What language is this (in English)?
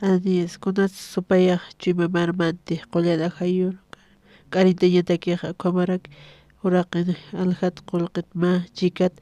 Aymara